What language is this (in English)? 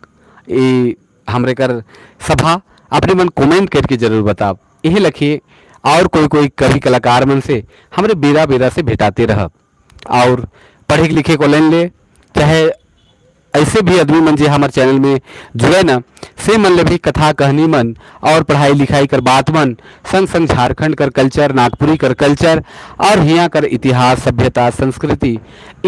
Sadri